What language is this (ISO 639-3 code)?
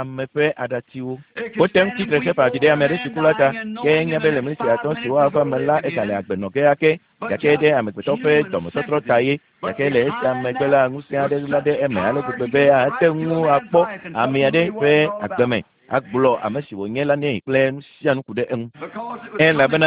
ewe